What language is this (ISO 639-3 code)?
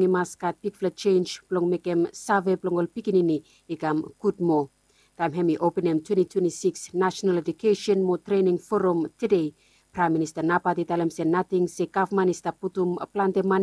bis